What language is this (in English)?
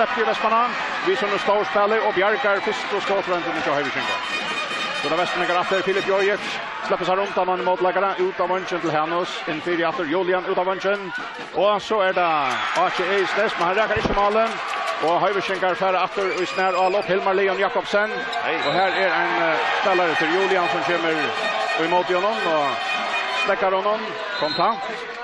Faroese